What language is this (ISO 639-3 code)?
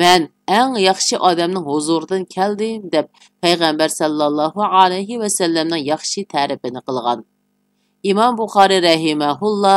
uig